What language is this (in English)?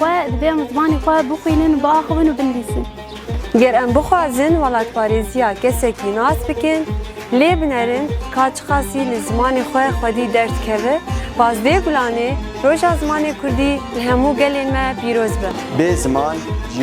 Kurdish